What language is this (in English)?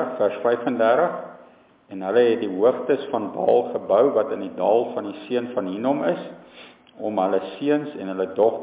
Afrikaans